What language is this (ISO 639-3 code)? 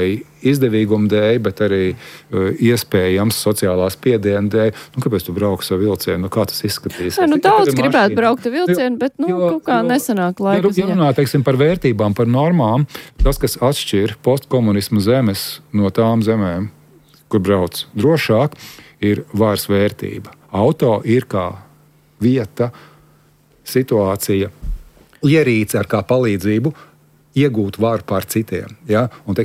lav